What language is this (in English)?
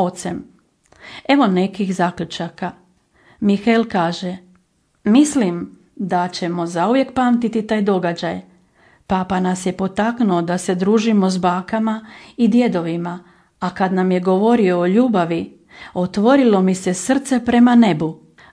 Croatian